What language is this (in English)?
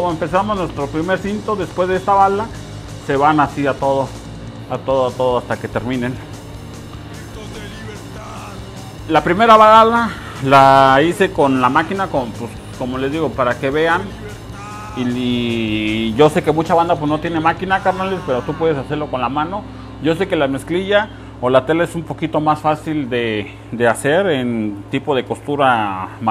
Spanish